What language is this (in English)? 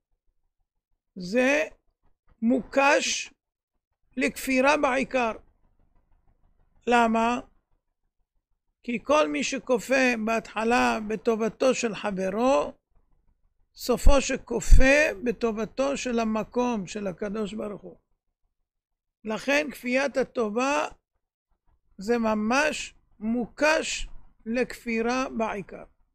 Hebrew